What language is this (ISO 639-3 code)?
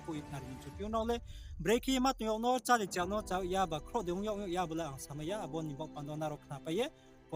ria